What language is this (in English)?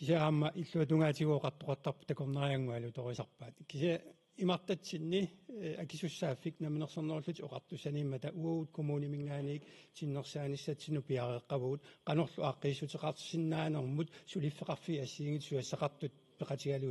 Kalaallisut